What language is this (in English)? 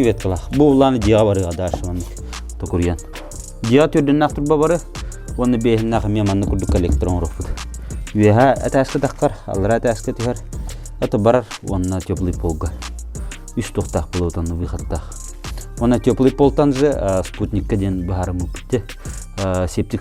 Yakut